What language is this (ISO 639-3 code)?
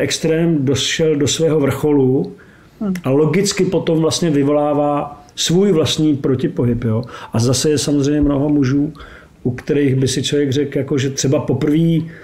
ces